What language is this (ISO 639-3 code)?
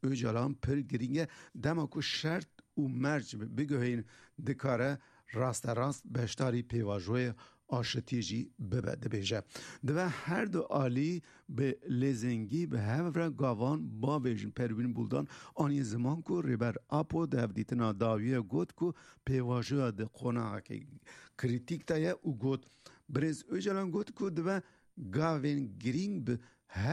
kur